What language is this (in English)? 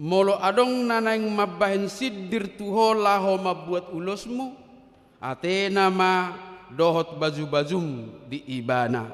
Batak Toba